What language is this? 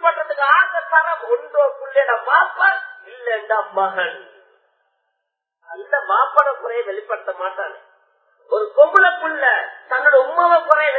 Tamil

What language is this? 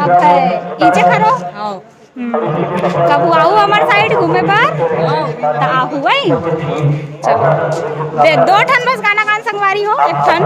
Chhattisgarhi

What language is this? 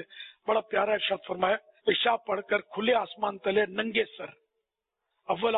Urdu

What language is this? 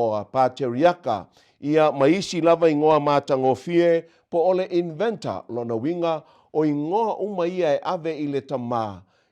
Samoan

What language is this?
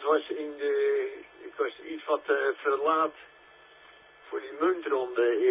Dutch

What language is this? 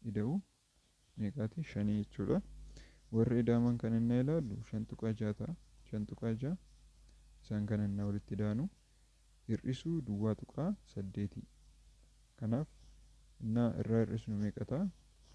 Oromo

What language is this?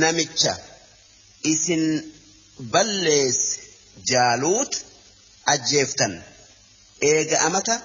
Oromo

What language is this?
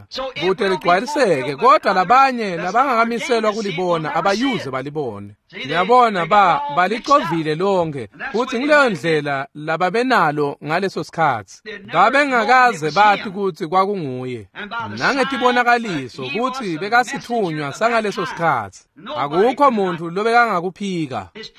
Swati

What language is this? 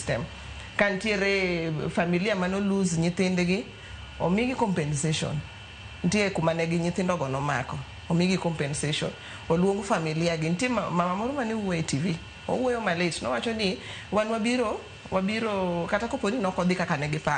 Luo (Kenya and Tanzania)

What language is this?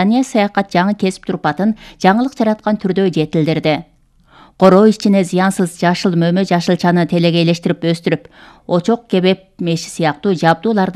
Kyrgyz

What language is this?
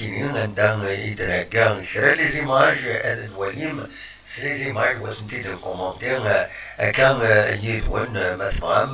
Kabyle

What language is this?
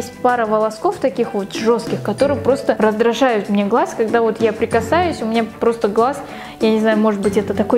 Russian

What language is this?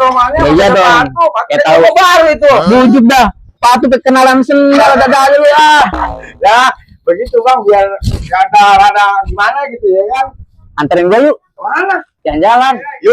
Betawi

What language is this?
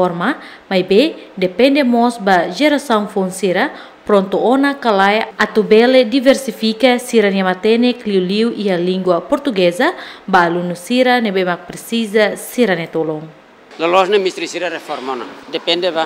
Tetum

